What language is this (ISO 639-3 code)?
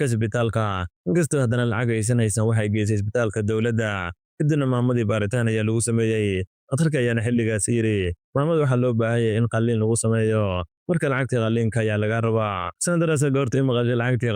som